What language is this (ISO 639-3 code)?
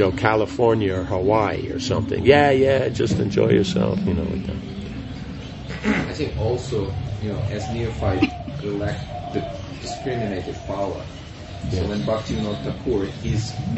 eng